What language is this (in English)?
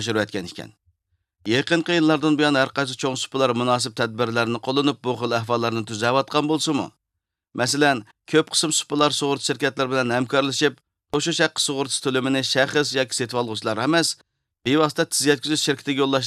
Uyghur